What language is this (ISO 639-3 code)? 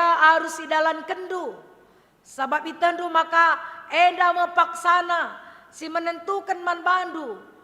btx